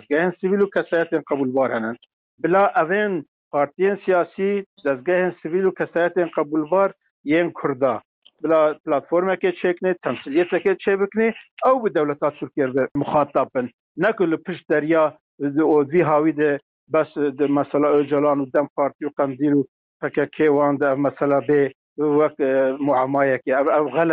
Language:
Kurdish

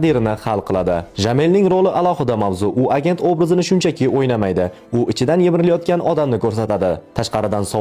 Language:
Uzbek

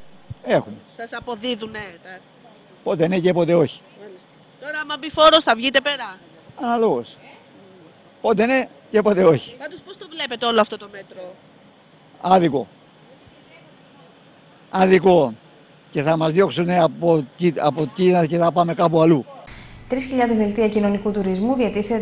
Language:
Greek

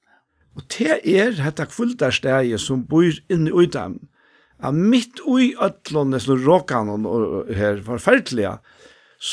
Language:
Faroese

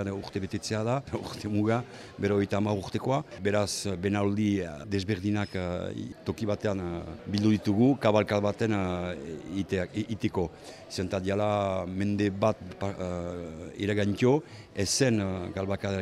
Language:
Basque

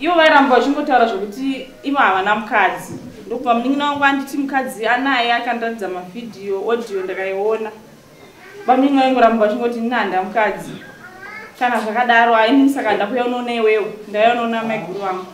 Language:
Shona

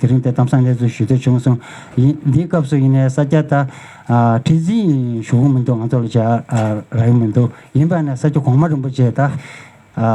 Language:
Tibetan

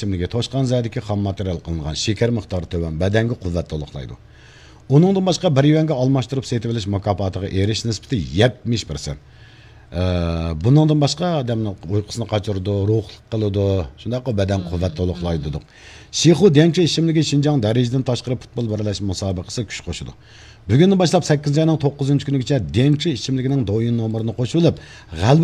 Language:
Uyghur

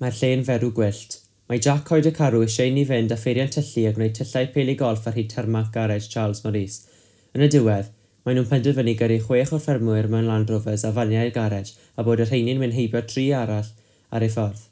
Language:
Welsh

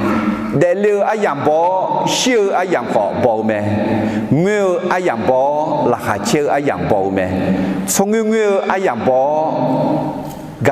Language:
Akha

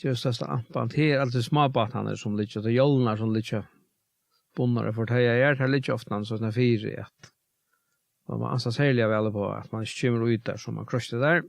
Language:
Faroese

